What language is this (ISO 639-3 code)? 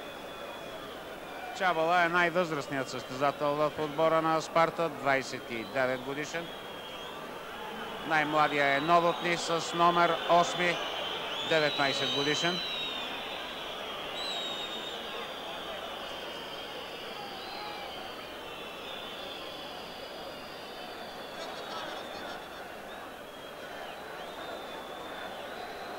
bul